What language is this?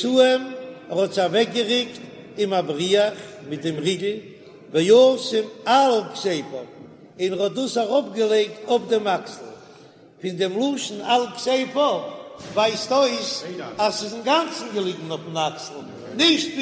Yiddish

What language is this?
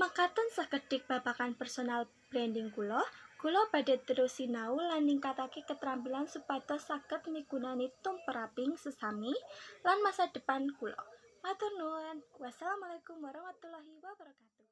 Javanese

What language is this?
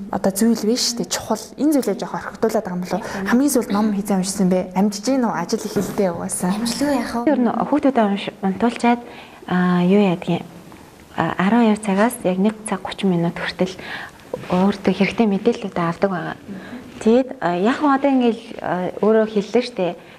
Mongolian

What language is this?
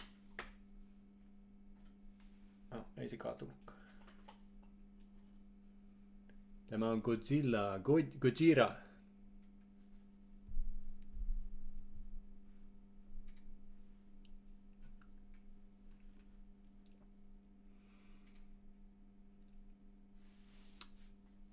Finnish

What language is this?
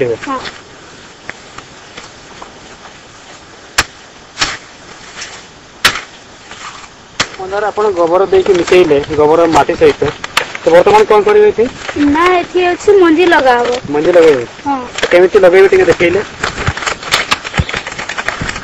Odia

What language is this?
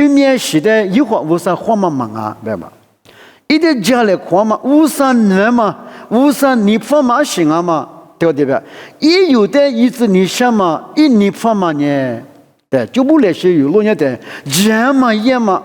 Lisu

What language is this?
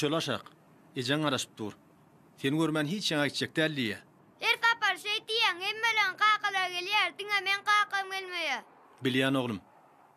Turkmen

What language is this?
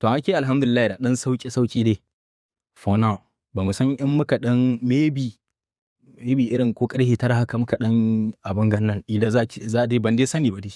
Hausa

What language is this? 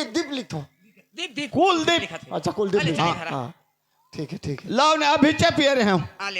Chhattisgarhi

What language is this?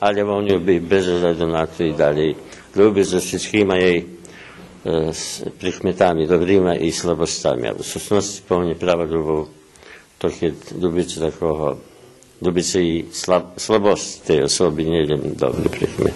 Rusyn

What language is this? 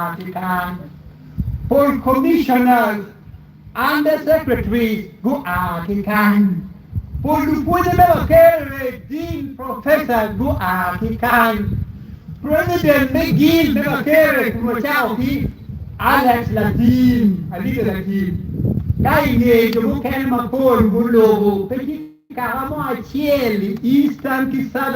Acoli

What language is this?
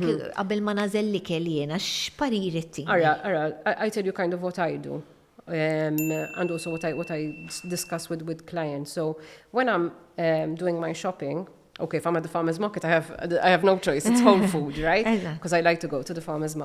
Maltese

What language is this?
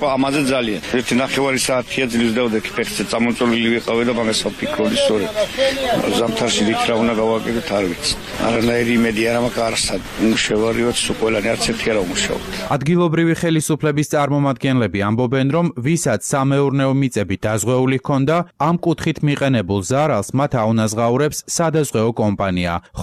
Georgian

